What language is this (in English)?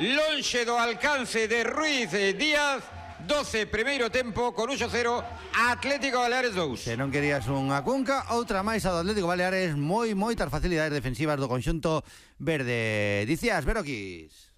Galician